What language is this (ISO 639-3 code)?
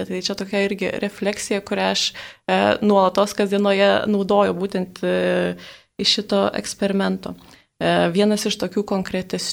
lit